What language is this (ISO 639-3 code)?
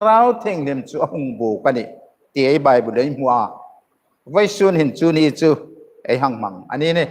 hmr